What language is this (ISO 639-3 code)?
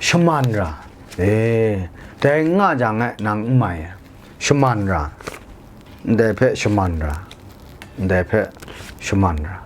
kac